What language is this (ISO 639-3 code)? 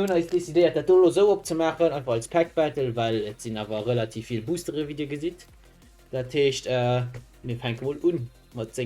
ltz